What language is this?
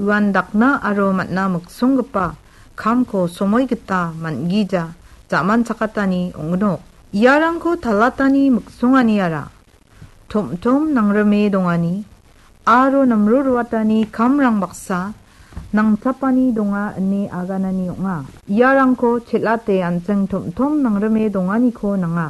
Garo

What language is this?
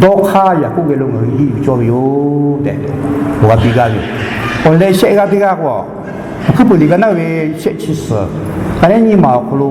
Lahu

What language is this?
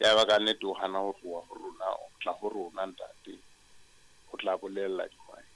Southern Sotho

